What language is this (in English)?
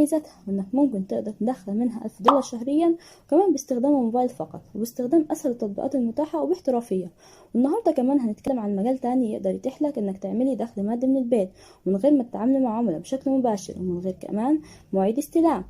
Egyptian Arabic